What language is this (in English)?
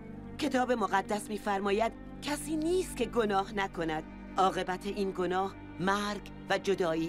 Persian